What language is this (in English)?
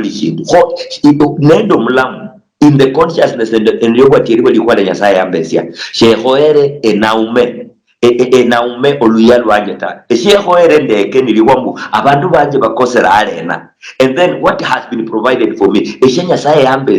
Luyia